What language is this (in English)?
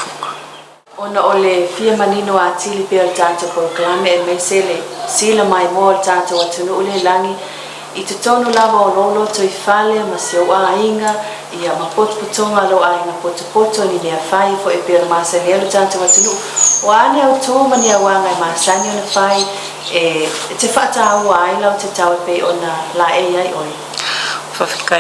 Samoan